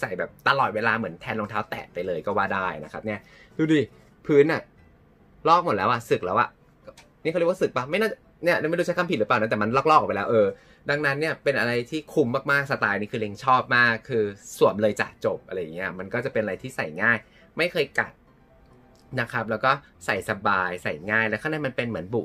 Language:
Thai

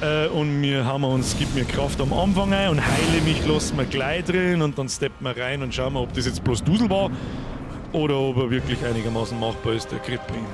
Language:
Bavarian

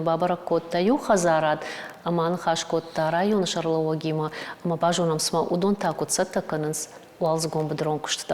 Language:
Ossetic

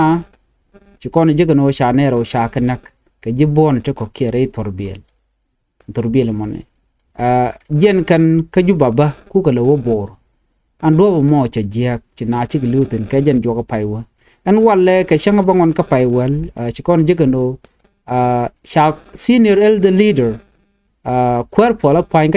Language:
Nuer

